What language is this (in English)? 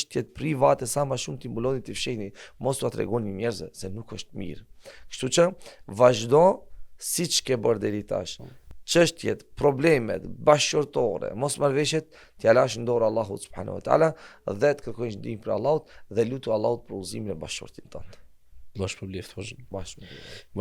Albanian